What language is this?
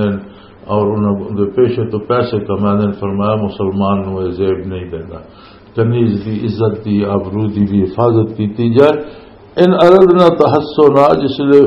Western Panjabi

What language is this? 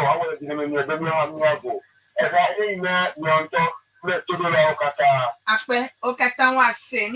Ewe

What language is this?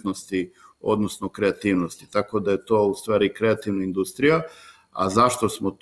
Serbian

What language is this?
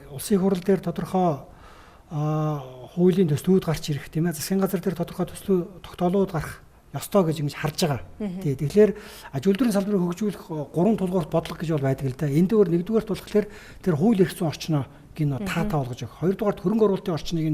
Mongolian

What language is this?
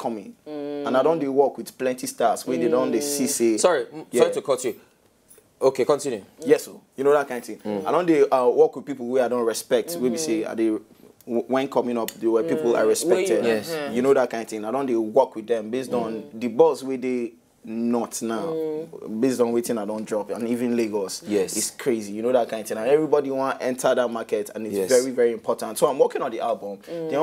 Nigerian Pidgin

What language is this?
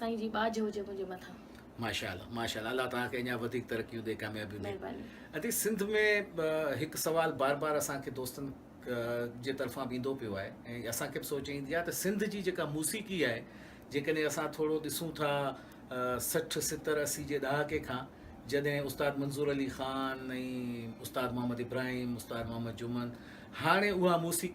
Sindhi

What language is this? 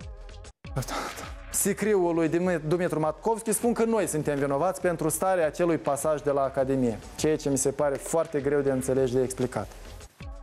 Romanian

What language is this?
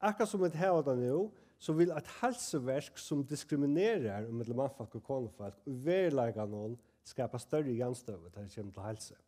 Faroese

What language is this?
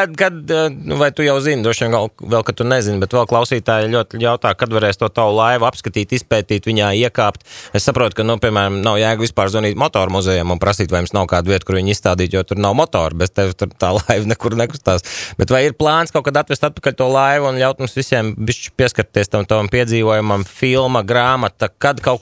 Latvian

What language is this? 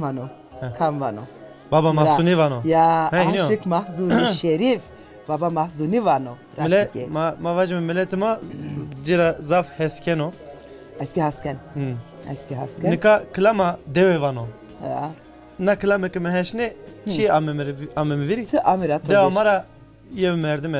Zaza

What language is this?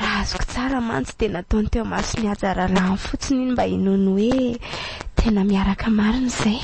Malagasy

